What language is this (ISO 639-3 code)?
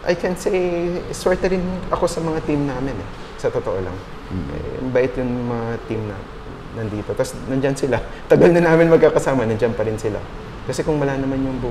fil